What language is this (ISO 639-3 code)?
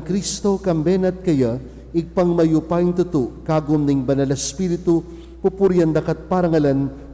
pam